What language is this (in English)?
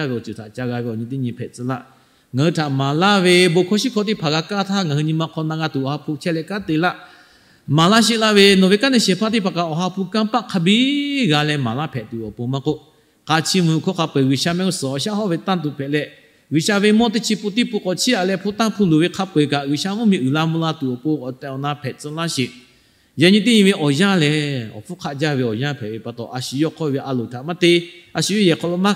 Lahu